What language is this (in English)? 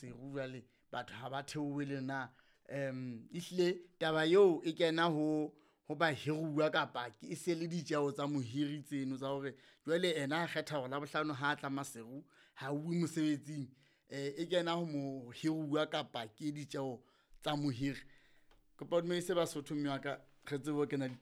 Southern Sotho